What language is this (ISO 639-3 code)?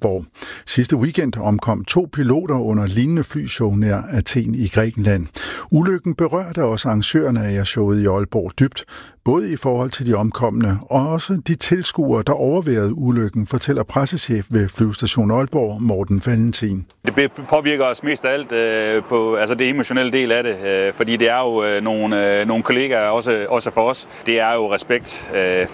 dan